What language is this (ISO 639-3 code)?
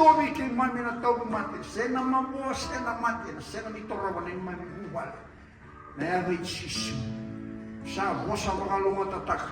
fij